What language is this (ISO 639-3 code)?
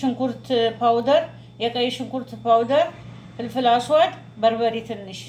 amh